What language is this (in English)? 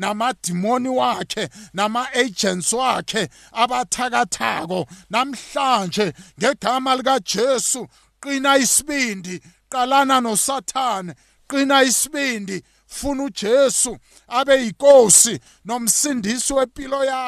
South Ndebele